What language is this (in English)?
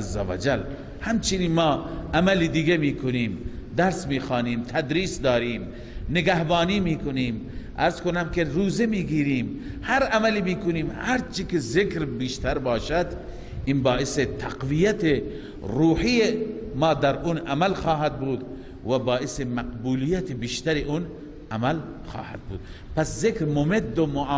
Persian